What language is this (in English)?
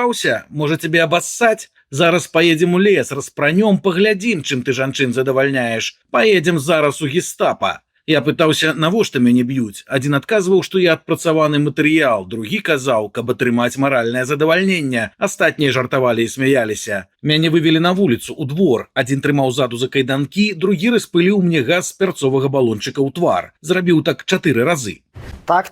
Belarusian